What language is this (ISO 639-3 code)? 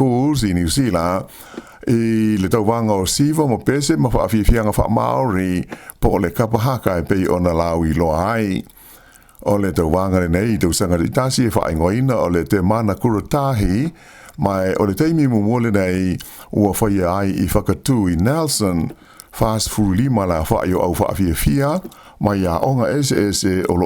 smo